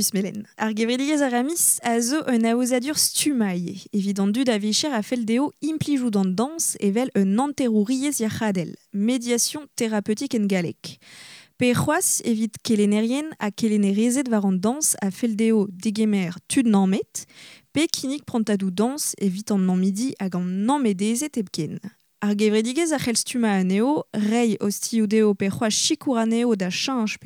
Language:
Breton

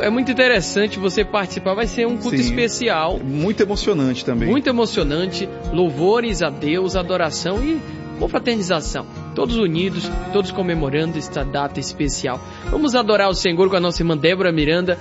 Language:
Portuguese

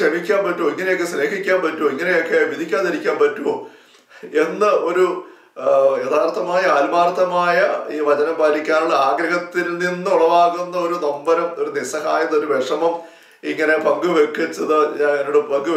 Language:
Malayalam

